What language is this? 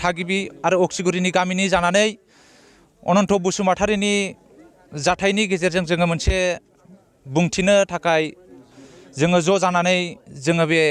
Bodo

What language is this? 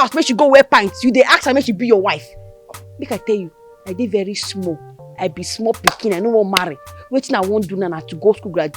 Nigerian Pidgin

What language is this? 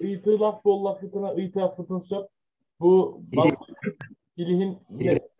Yakut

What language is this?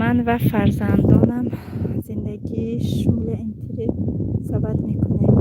Tajik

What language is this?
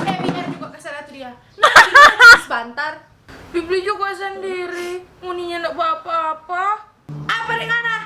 Manado Malay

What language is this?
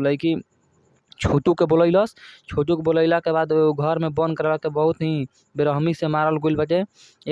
Bhojpuri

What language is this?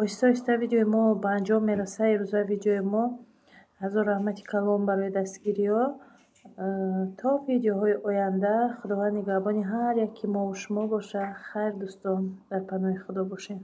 Tajik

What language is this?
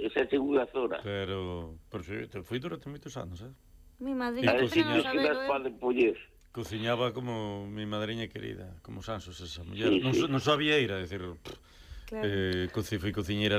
Galician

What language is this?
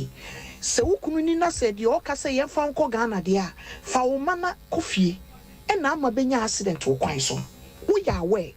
Akan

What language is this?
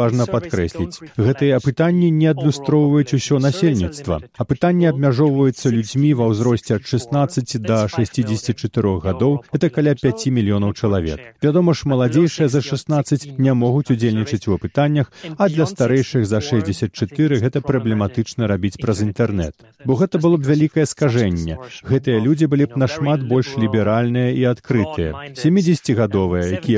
Belarusian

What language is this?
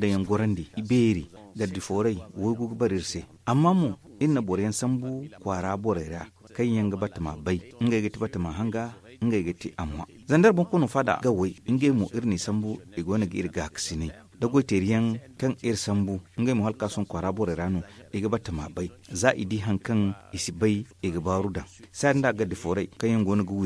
Zarma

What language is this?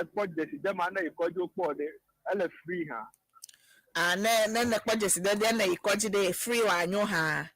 Ewe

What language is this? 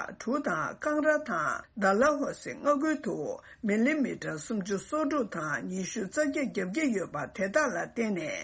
Tibetan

